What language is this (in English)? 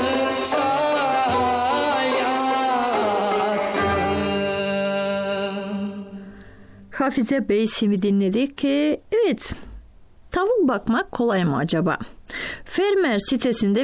Turkish